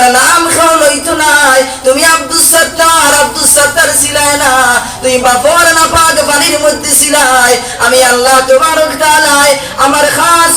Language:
Sylheti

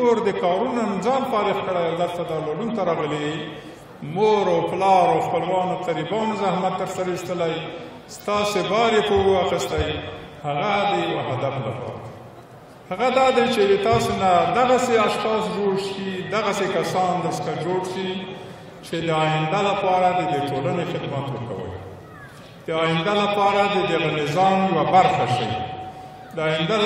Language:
Pashto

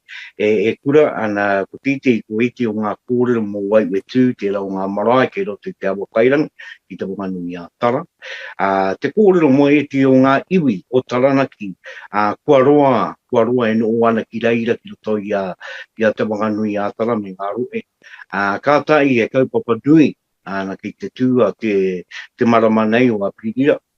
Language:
Māori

